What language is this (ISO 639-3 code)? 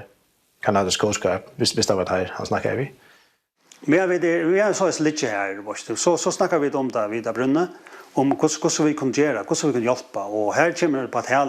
fao